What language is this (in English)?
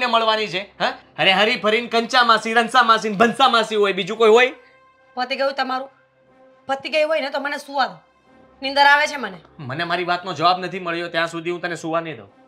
Gujarati